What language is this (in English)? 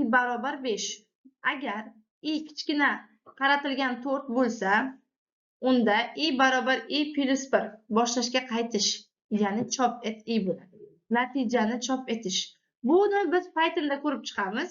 Uzbek